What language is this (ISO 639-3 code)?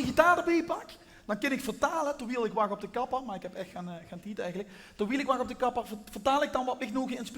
lim